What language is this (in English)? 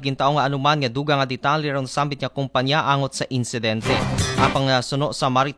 Aklanon